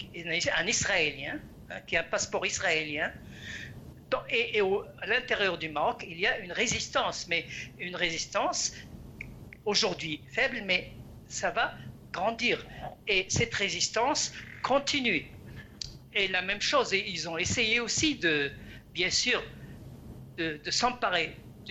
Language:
French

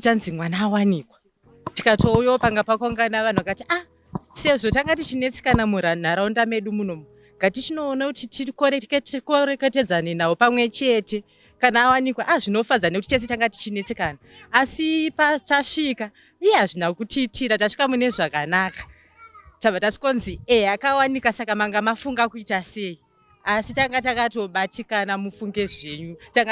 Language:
Shona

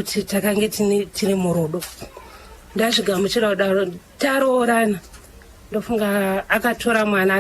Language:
Shona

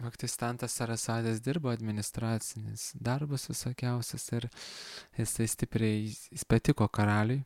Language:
Lithuanian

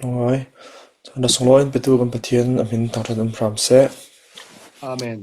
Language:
Falam Chin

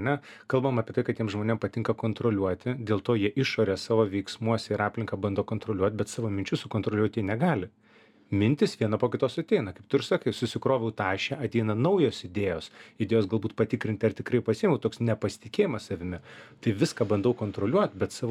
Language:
Lithuanian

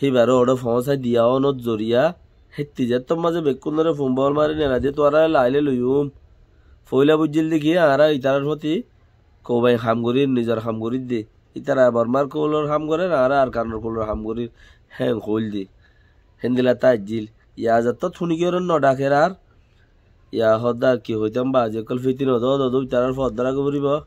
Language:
Rohingya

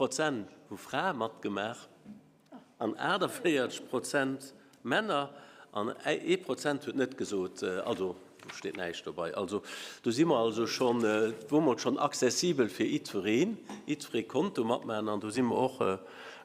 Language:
Luxembourgish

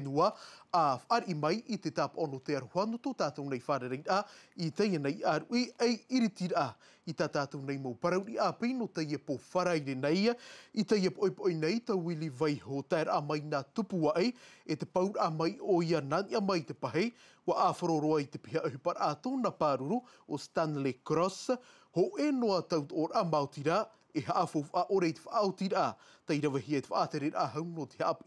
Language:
Tahitian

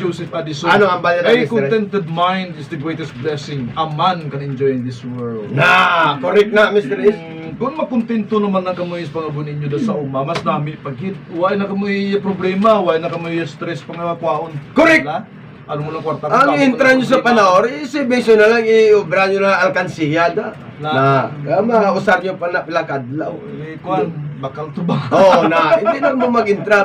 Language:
Hiligaynon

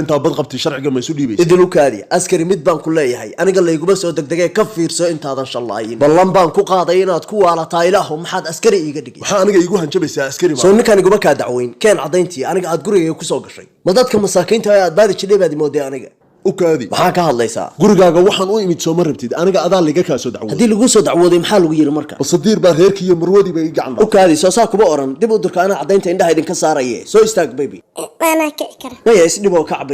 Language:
Somali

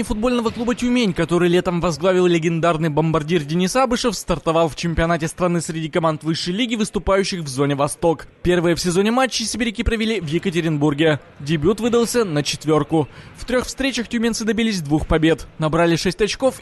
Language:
Russian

